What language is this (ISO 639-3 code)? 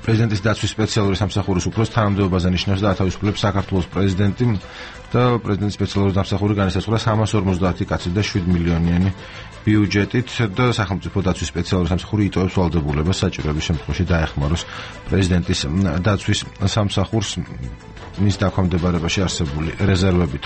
kat